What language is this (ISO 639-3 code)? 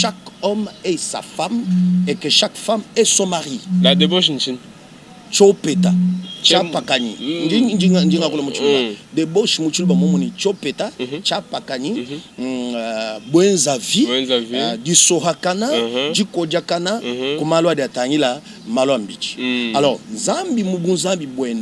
lua